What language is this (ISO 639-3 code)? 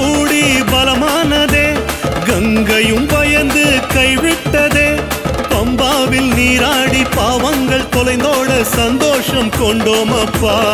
tam